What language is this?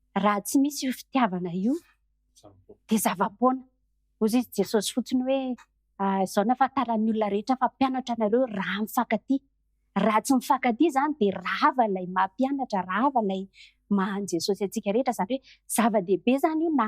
Malagasy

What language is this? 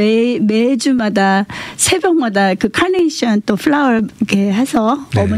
Korean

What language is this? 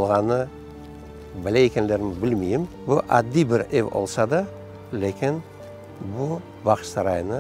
Crimean Tatar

